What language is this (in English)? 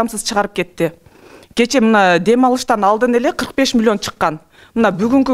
Kyrgyz